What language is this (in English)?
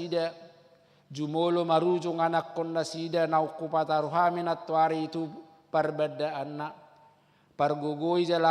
Batak Toba